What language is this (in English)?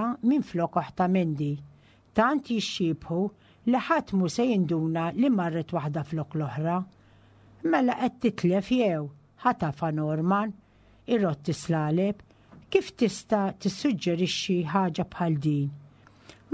Maltese